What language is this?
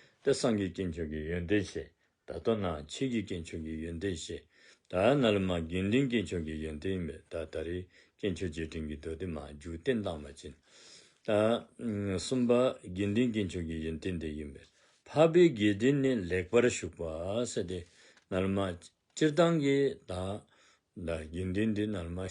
Dzongkha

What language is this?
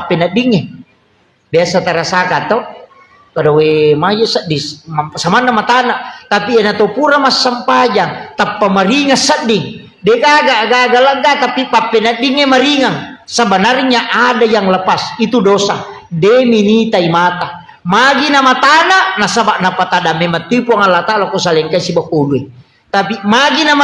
Buginese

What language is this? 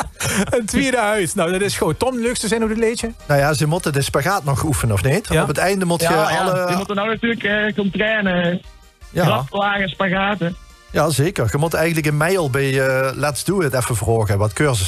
Limburgish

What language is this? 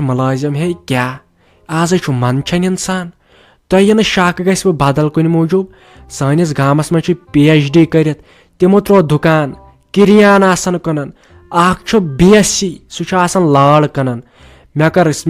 Kashmiri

